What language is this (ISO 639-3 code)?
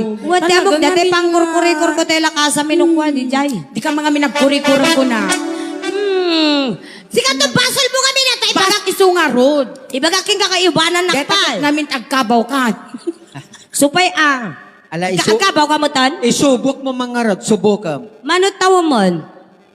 ilo